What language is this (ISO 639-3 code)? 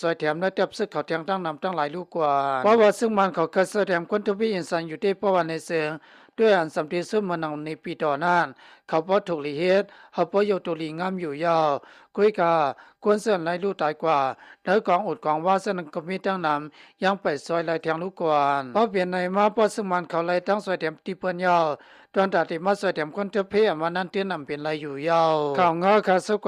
shn